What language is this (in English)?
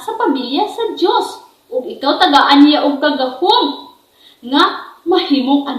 Cebuano